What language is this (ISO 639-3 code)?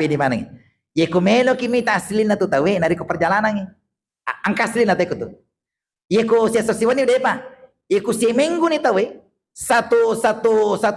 bug